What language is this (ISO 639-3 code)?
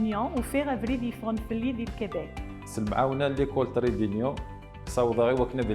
kab